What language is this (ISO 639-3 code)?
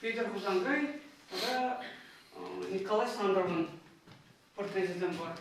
chv